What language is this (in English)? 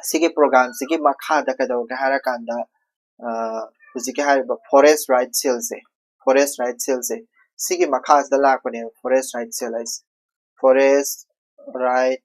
Manipuri